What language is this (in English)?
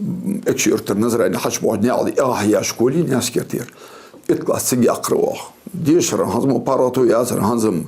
Ingush